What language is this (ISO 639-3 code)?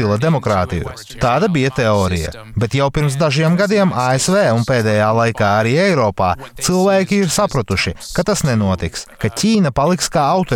lav